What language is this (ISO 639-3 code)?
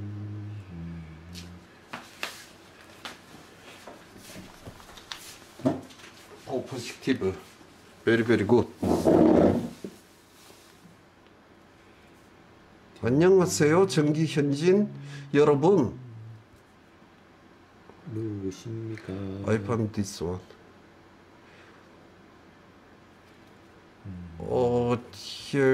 kor